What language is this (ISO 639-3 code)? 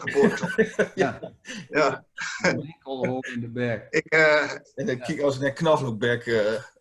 gos